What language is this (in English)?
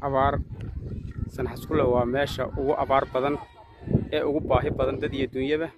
Somali